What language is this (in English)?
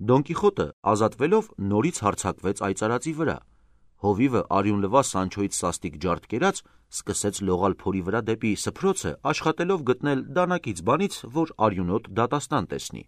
Armenian